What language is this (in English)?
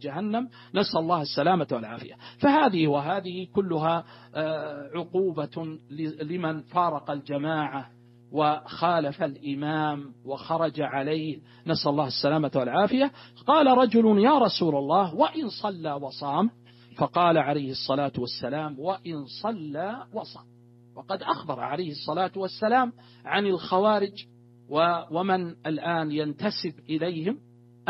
Arabic